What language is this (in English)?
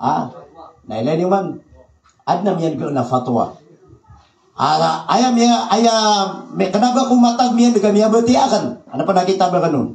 Maranao